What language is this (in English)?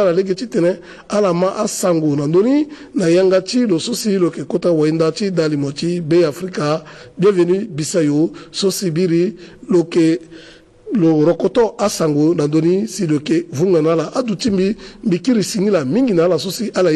Sango